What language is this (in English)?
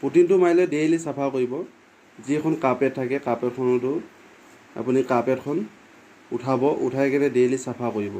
Assamese